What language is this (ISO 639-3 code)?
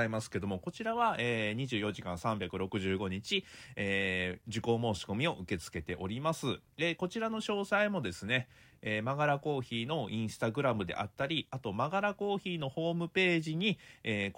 jpn